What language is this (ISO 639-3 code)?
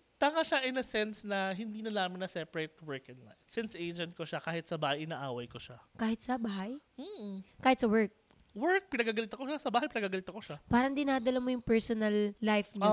fil